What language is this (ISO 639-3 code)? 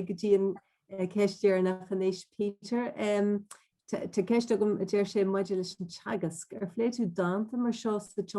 gle